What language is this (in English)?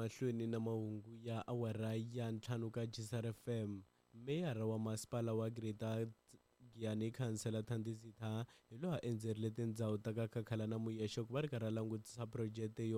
Tsonga